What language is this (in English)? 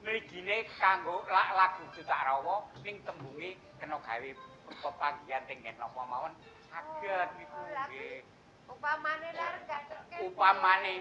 Javanese